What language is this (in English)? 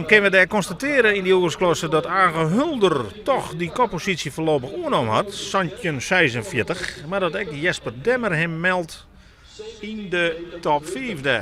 Western Frisian